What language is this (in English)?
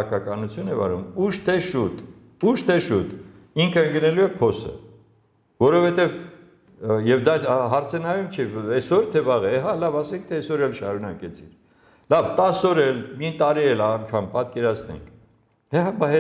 Armenian